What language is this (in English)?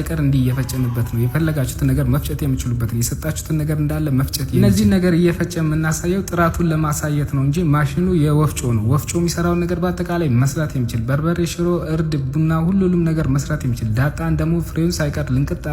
Amharic